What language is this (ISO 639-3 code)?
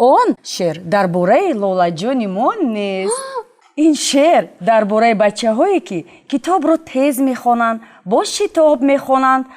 tgk